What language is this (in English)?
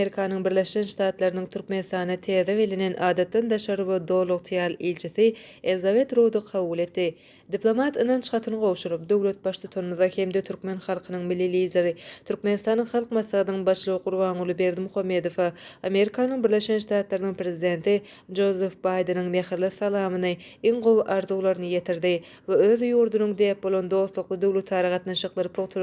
Turkmen